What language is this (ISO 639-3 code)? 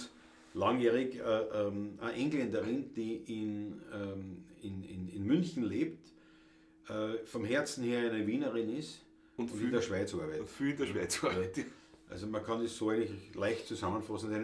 bar